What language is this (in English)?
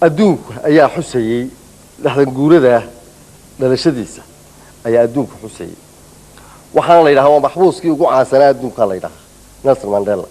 Somali